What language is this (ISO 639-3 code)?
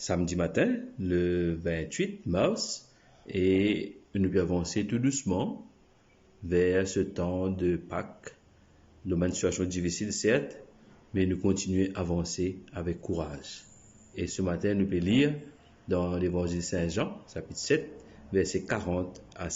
mfe